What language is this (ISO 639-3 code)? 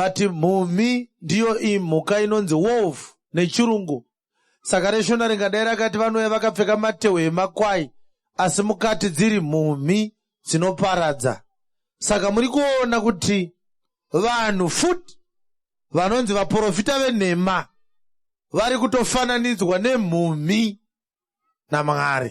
sna